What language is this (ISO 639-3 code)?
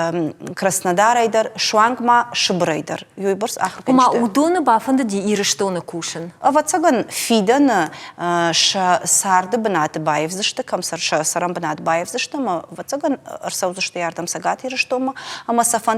oss